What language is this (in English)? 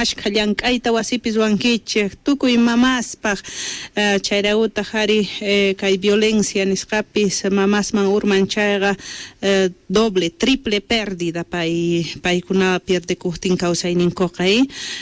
Quechua